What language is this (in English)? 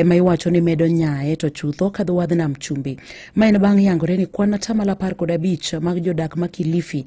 Luo (Kenya and Tanzania)